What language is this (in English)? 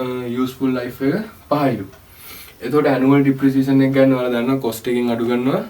Sinhala